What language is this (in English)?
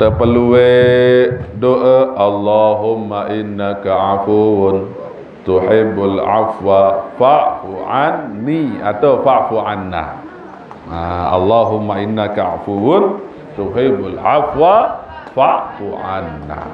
Sasak